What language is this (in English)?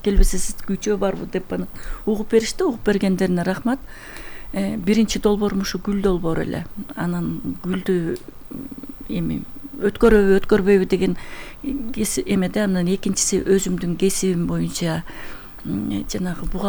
Kyrgyz